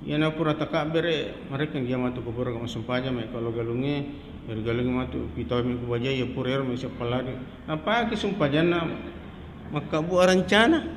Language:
Buginese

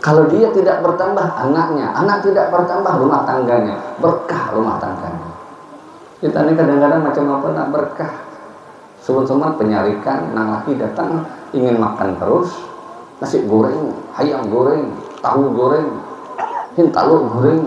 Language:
Banjar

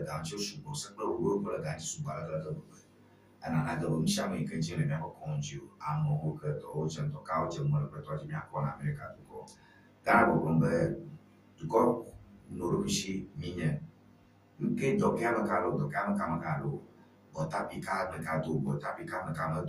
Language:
Ewe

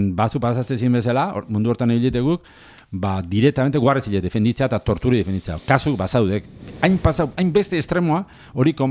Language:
Basque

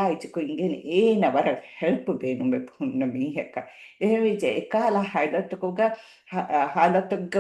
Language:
Divehi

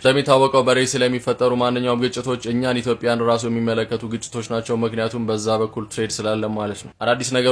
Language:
Amharic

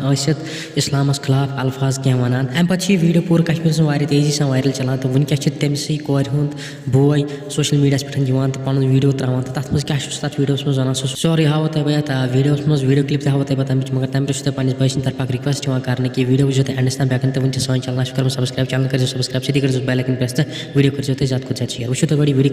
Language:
Kashmiri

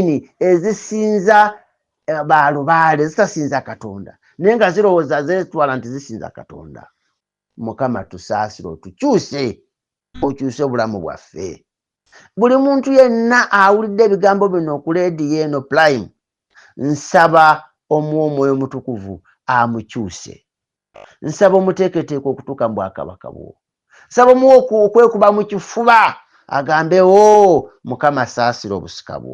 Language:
Ganda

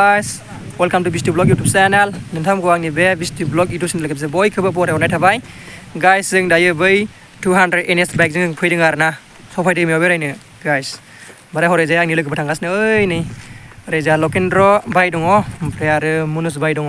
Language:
Bodo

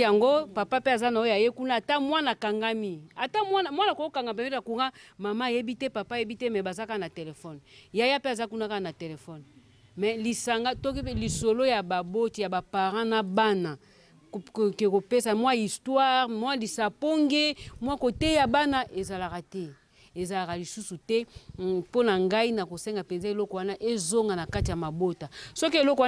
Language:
Lingala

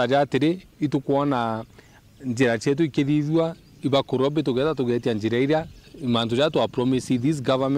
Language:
Meru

